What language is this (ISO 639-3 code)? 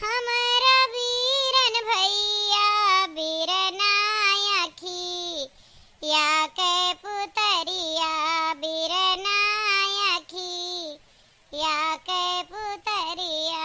awa